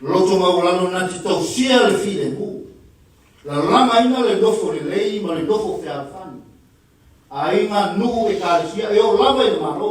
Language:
Samoan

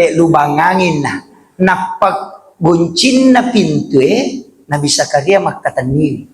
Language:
Buginese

